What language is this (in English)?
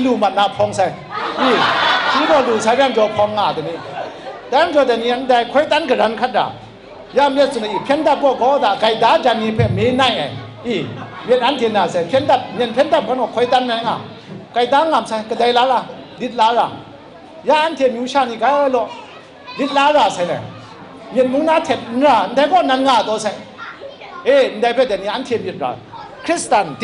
Kachin